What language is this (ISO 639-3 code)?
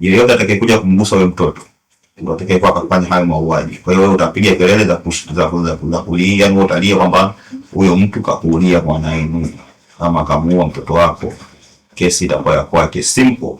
swa